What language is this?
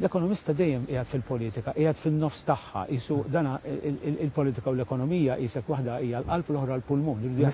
Maltese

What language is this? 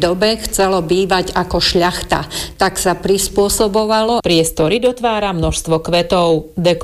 Slovak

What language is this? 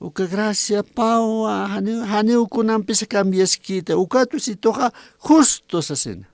Aymara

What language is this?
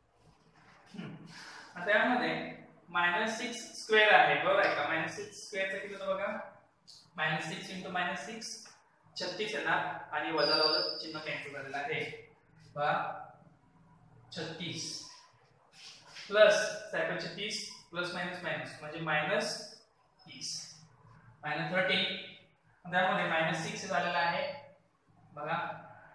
Marathi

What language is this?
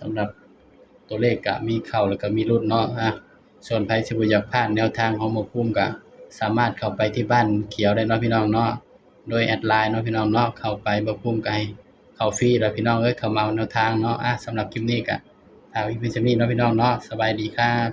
Northeastern Thai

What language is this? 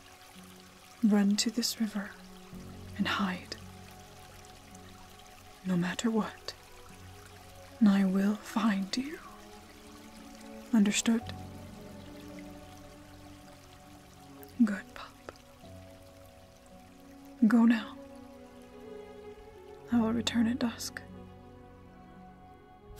English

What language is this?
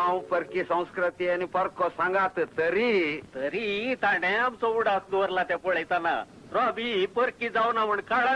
Konkani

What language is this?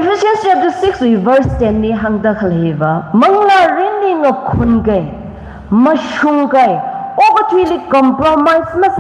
Tangkhul Naga (India)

